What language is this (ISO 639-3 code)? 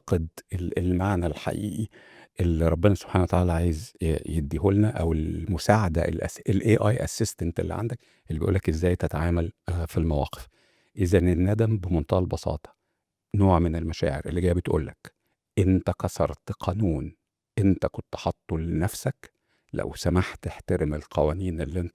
arz